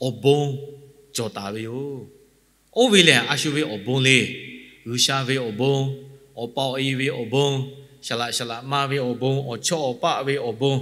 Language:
Lahu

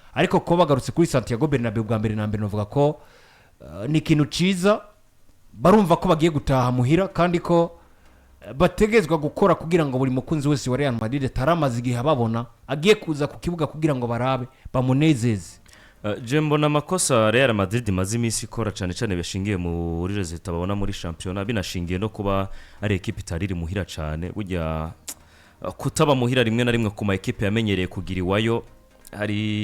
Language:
Rundi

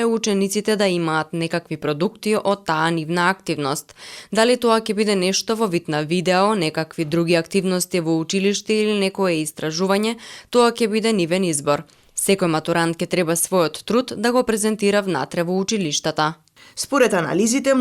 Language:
Macedonian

